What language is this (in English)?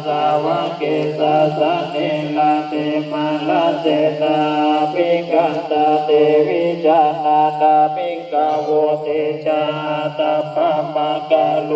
Pali